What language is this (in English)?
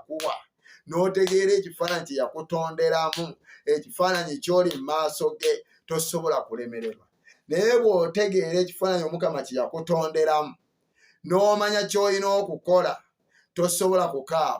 Ganda